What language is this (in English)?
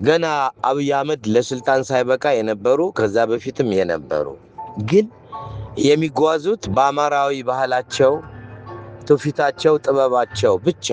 Amharic